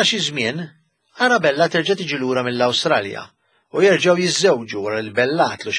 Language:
Maltese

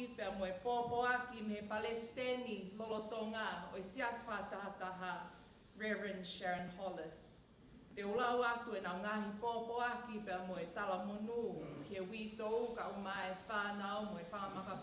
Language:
Tongan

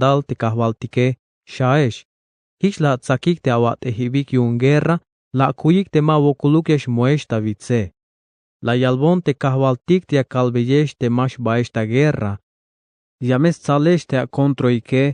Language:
Tzeltal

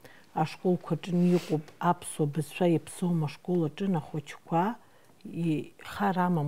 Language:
Abkhazian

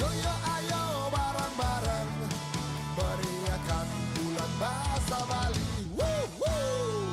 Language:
Balinese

